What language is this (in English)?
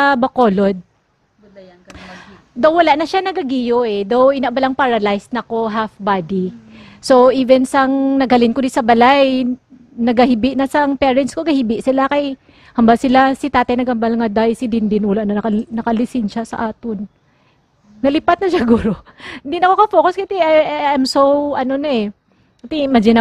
Hiligaynon